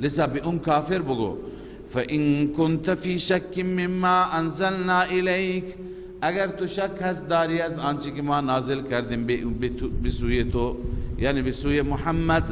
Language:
Persian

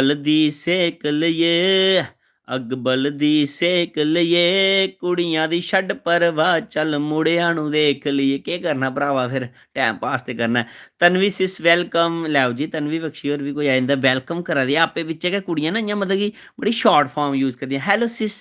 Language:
Dogri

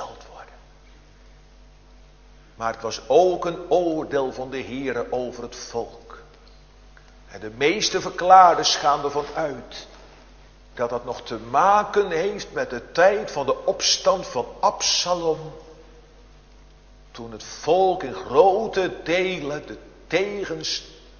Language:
Dutch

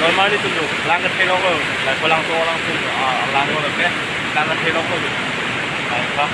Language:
Karbi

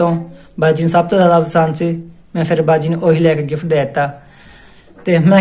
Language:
Punjabi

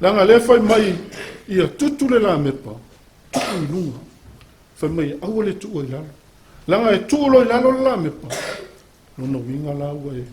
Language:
Samoan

